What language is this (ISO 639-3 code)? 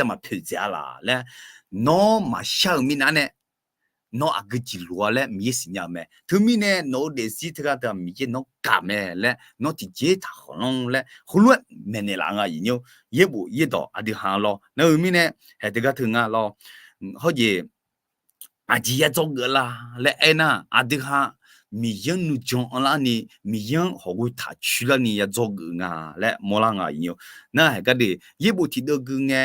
ahk